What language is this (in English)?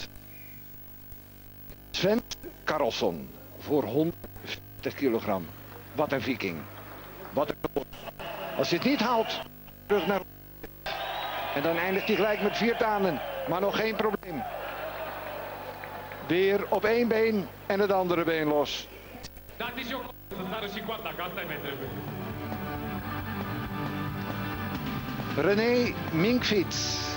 Dutch